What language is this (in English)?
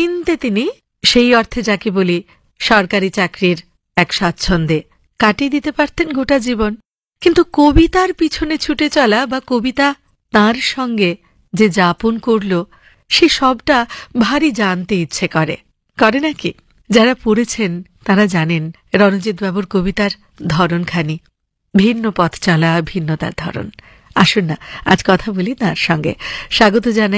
Bangla